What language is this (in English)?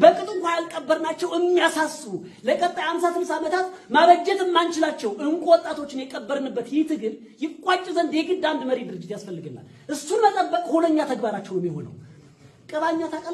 Amharic